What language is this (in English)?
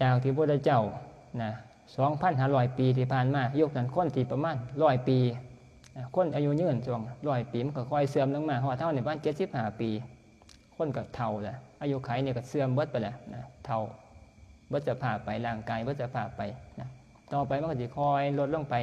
Northeastern Thai